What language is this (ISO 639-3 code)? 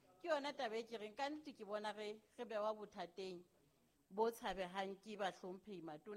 sot